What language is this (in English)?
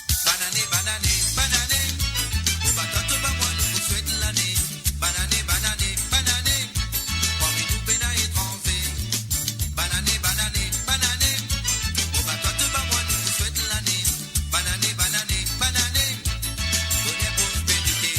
Morisyen